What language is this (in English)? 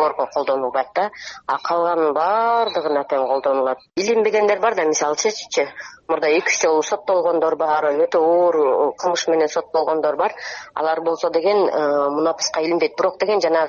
Kyrgyz